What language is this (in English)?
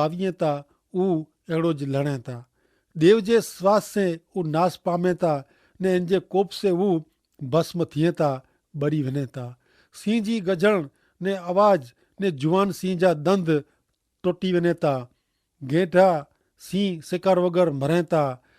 Kachhi